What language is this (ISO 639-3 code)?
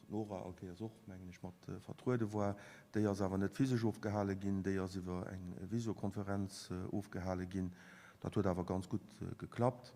ltz